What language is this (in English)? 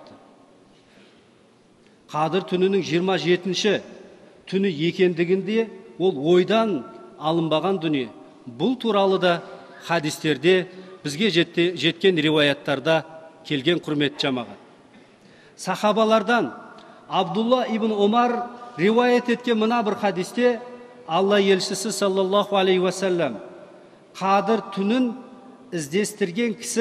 Kazakh